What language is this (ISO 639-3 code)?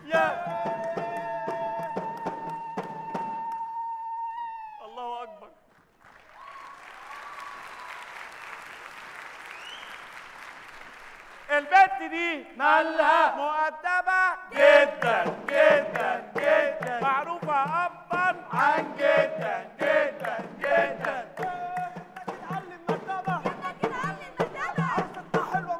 arz